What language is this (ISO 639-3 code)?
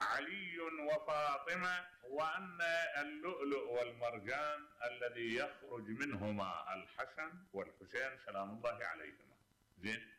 acm